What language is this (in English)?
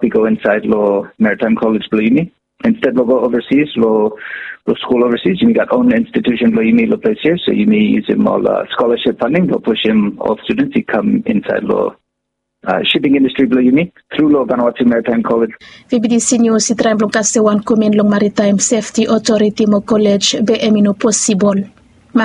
Bislama